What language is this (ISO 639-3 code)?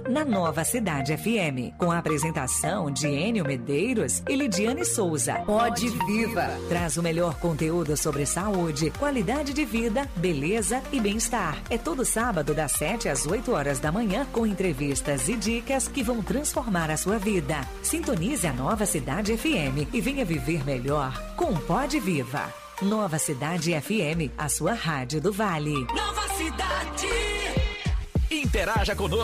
por